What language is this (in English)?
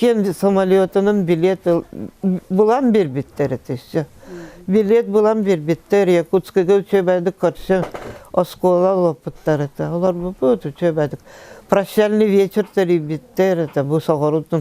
Yakut